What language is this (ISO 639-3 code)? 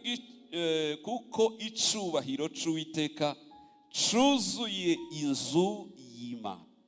kin